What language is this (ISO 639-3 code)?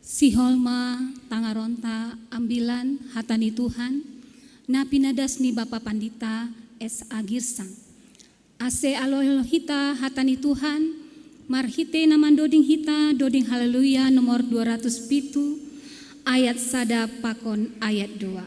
bts